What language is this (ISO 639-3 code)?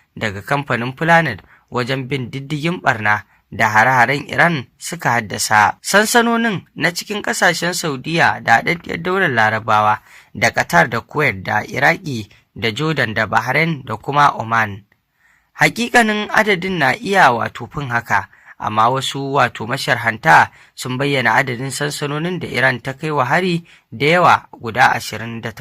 hau